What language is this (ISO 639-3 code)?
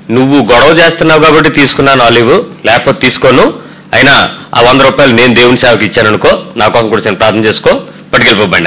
tel